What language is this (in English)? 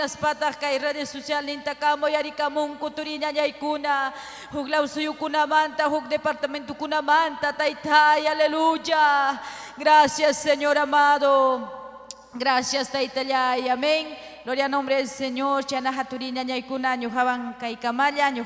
Ayacucho Quechua